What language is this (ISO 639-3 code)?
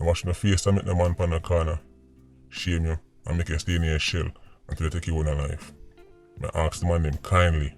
jam